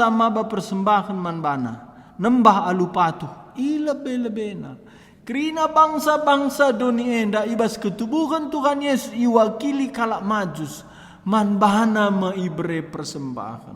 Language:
Batak Karo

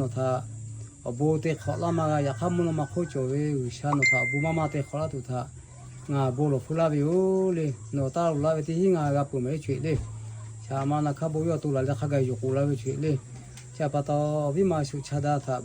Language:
Lahu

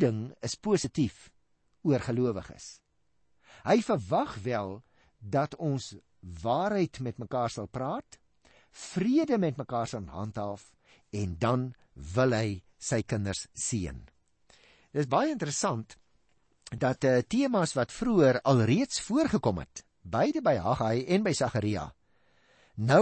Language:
Afrikaans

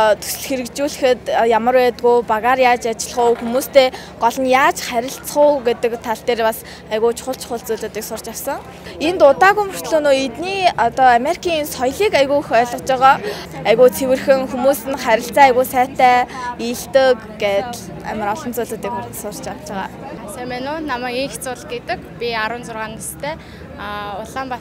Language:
Mongolian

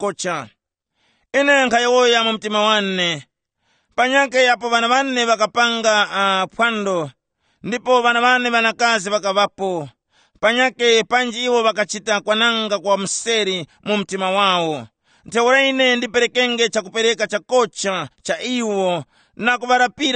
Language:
Tumbuka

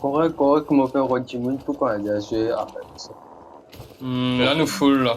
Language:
Morisyen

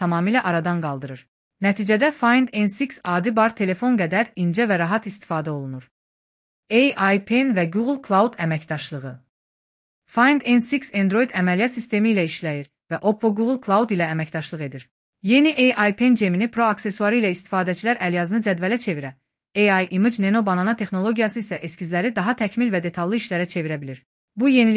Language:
Azerbaijani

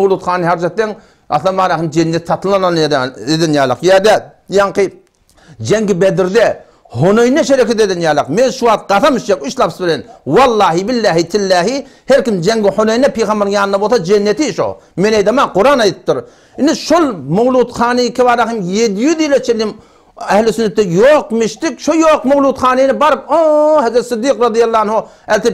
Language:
Turkmen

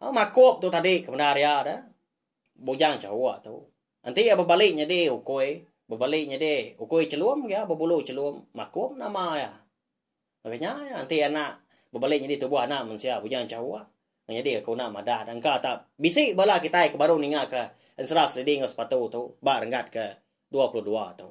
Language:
Iban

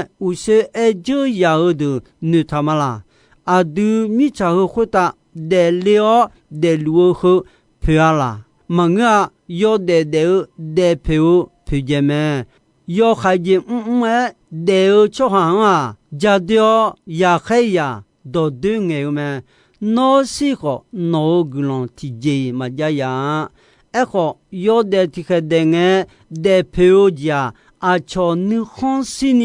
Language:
Akha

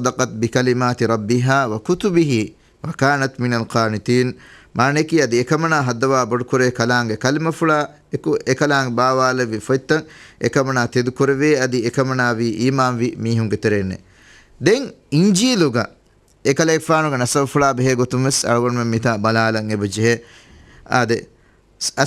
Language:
Divehi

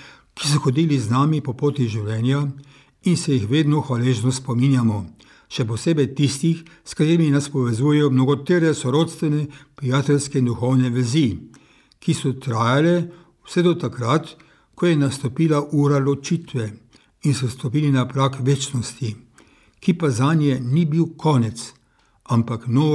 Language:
Slovenian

